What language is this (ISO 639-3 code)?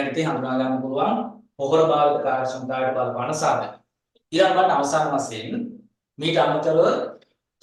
sin